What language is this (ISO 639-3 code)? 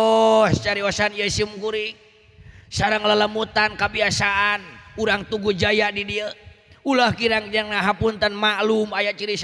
sun